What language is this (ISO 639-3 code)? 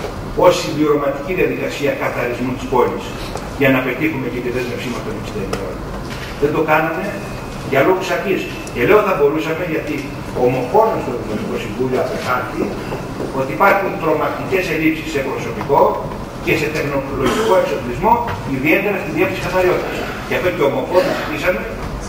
ell